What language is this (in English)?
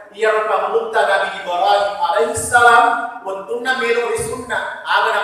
Buginese